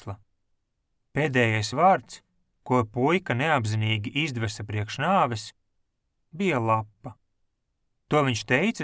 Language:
Latvian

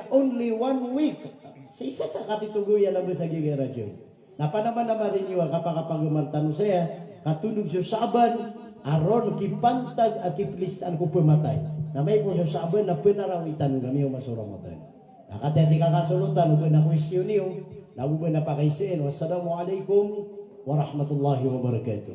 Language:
Maranao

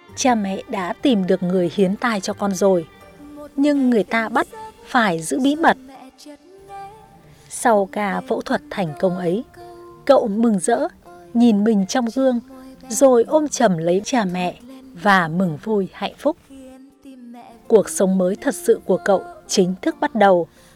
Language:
Vietnamese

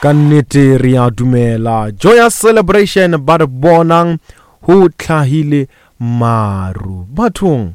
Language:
Northern Sotho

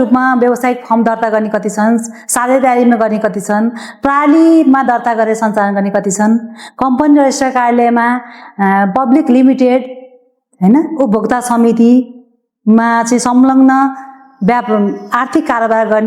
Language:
Nepali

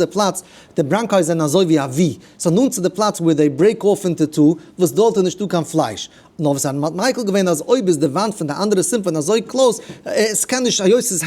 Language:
Yiddish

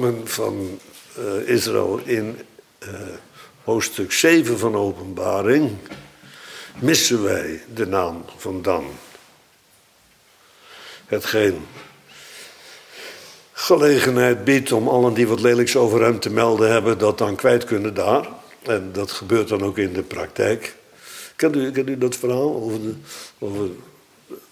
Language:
Dutch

